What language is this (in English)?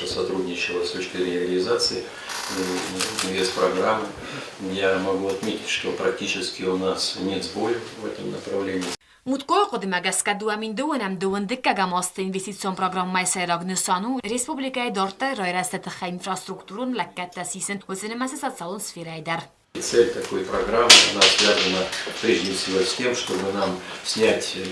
Ossetic